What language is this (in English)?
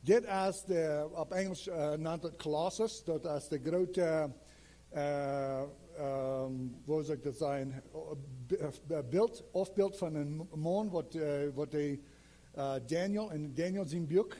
Plautdietsch